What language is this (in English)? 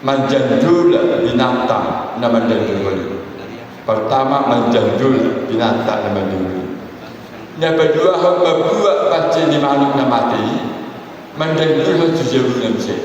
Batak Toba